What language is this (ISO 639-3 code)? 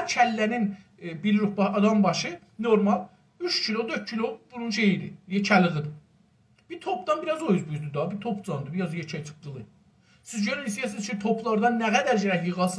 azb